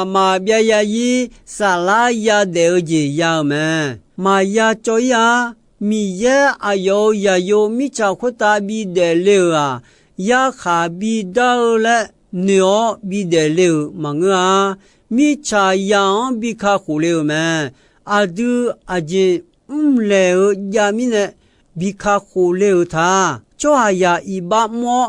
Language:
Akha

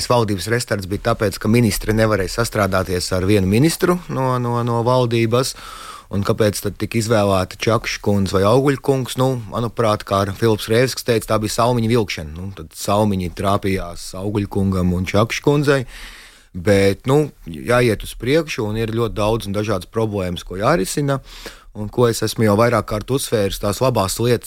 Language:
Latvian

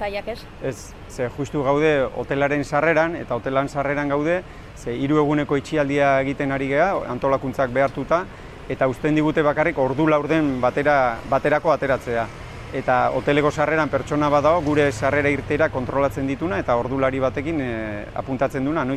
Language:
Basque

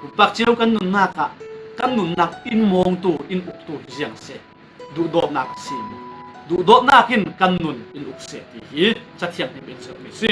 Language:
Falam Chin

